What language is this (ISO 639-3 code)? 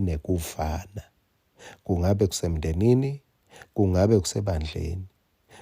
ssw